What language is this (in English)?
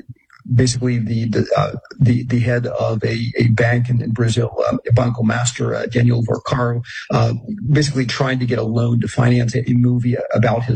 English